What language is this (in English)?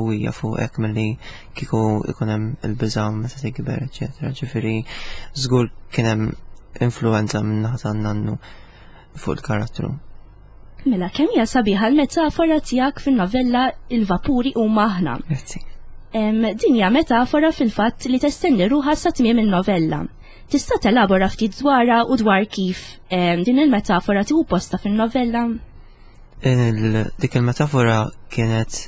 Maltese